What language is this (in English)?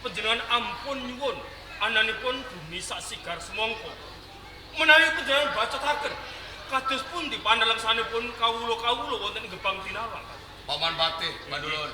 Javanese